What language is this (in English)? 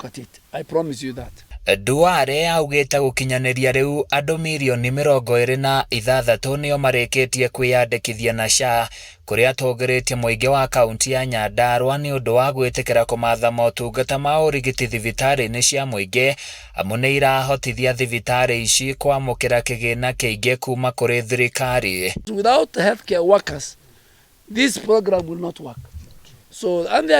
Kikuyu